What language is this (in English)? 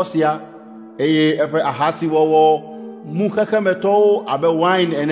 Ewe